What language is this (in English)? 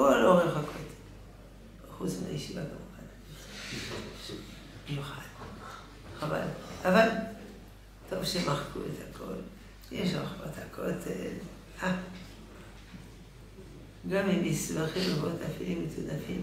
Hebrew